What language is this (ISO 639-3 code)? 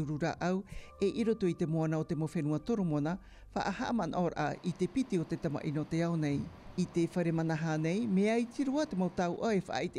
tah